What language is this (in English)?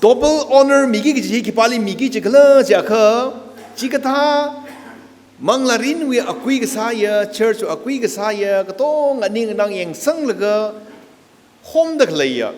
Tangkhul Naga (India)